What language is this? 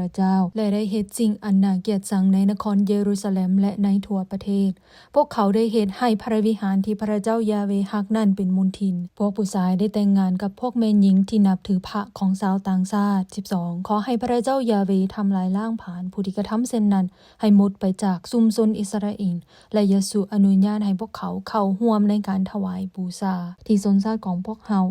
Lao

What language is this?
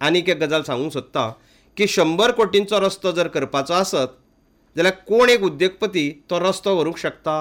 Konkani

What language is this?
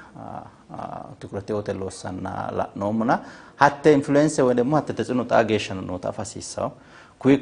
Sidamo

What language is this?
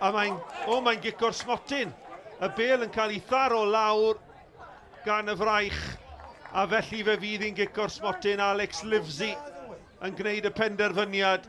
Welsh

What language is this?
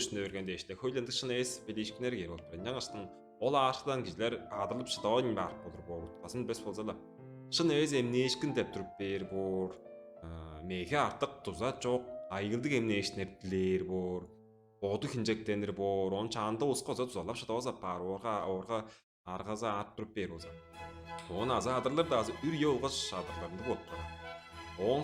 Tuvinian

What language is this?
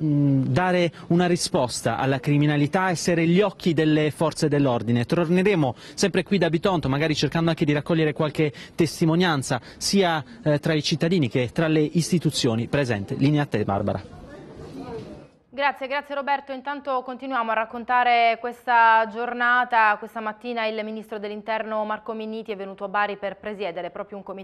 Italian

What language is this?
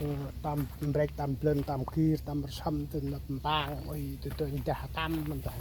Central Mnong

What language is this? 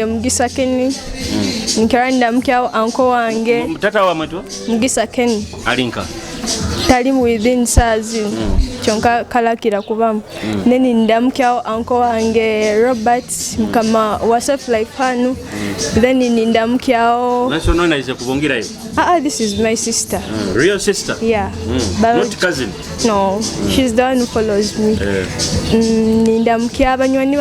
Nyoro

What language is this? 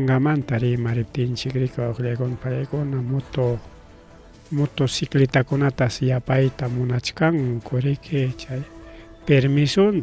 Ayacucho Quechua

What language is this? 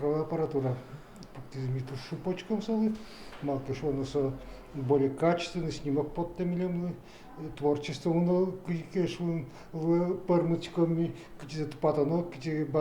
Udmurt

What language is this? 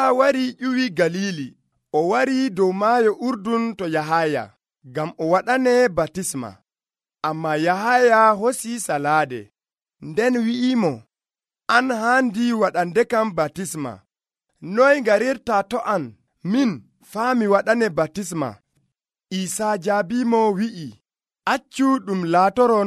Nigerian Fulfulde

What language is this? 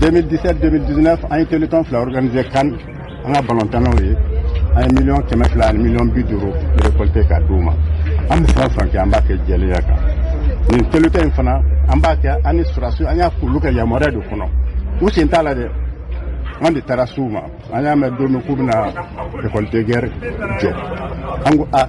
Bambara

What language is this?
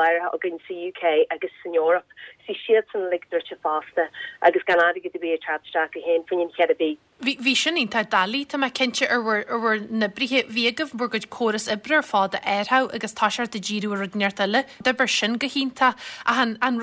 Irish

